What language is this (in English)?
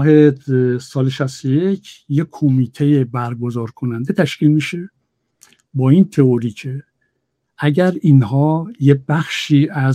Persian